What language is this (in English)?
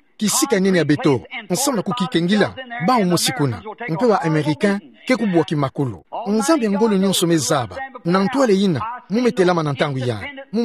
Kituba (Democratic Republic of Congo)